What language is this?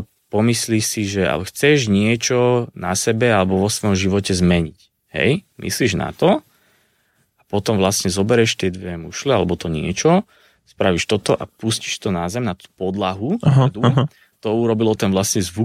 Slovak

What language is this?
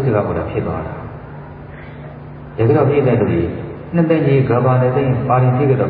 Burmese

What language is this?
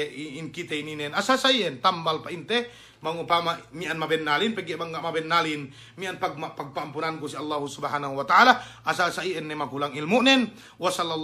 Yakan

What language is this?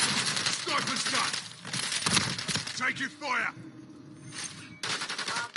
English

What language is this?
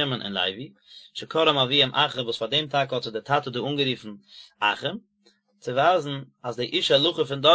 Yiddish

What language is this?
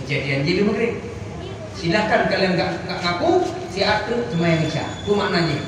Achinese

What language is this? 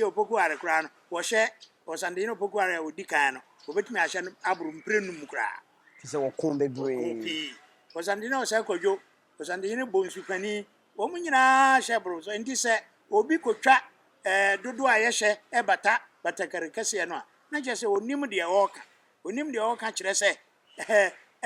Akan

